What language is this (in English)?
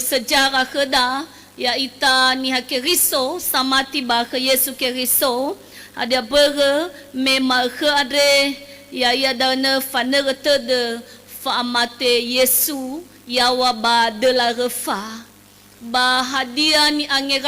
Nias